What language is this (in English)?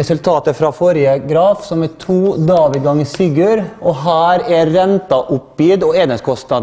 Norwegian